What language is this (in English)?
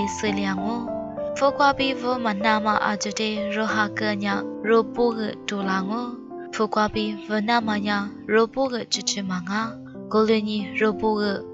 Lisu